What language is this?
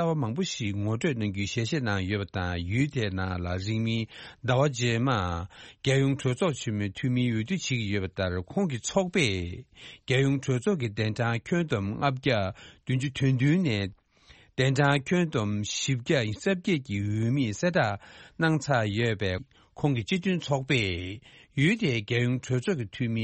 Tibetan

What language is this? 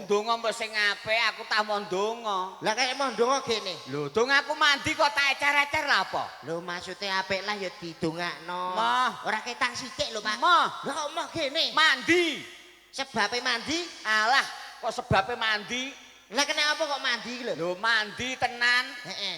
Javanese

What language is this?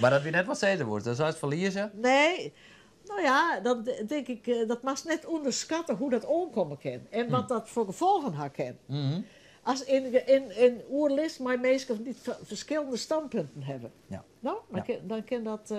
Western Frisian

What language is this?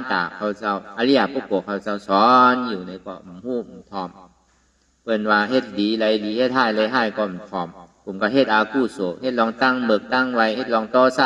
Shan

